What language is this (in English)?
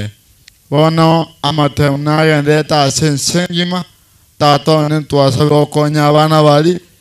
Gusii